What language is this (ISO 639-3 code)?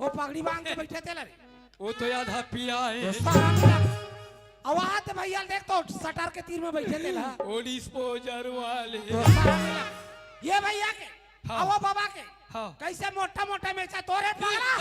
hne